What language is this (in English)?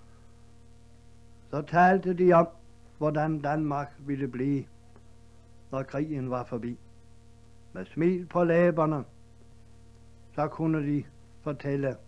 Danish